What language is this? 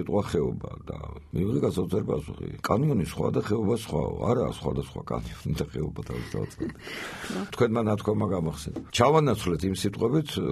Georgian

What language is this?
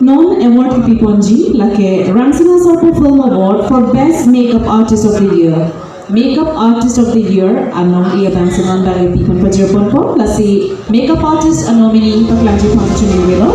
Karbi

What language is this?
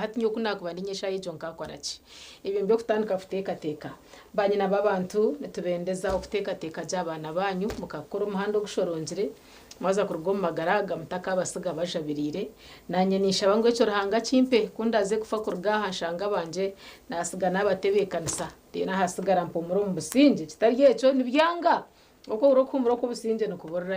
Nyankole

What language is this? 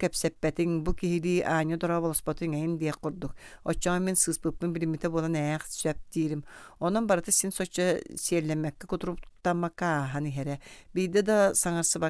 Yakut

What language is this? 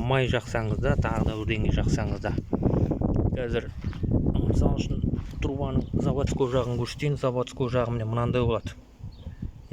Kazakh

